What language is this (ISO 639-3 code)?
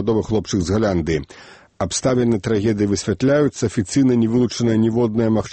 bel